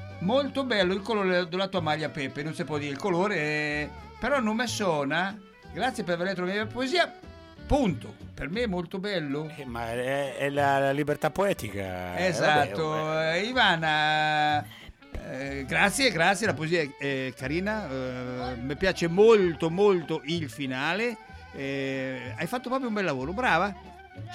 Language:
Italian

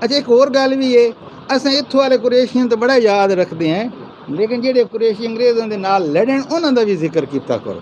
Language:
Saraiki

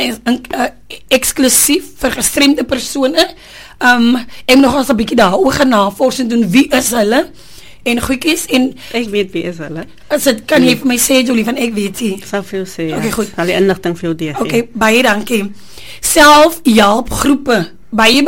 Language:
Afrikaans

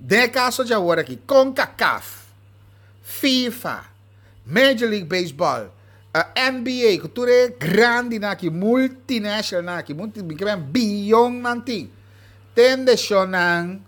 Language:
Papiamento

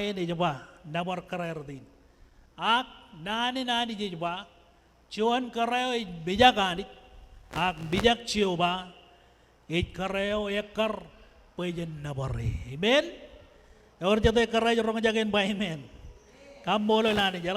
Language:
Marshallese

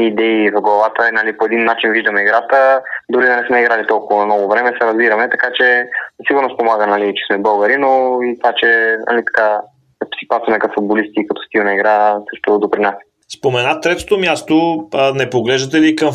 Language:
Bulgarian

